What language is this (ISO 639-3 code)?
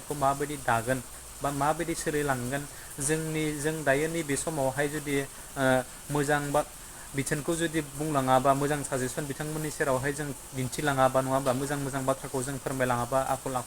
brx